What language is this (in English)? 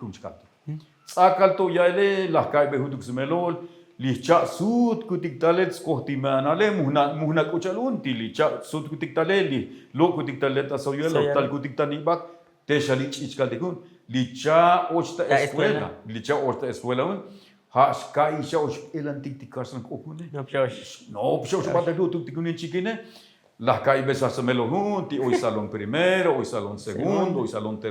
Tzotzil